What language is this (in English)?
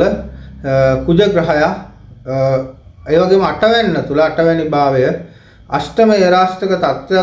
Sinhala